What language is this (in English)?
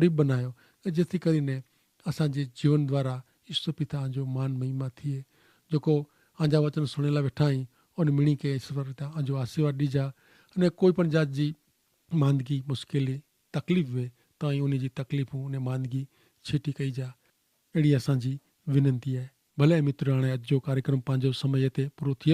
Kachhi